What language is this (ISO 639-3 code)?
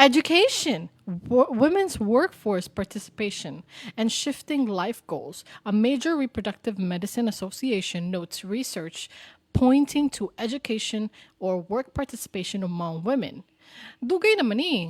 ceb